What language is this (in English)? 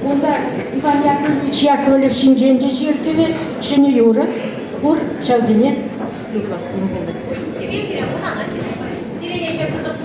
Chuvash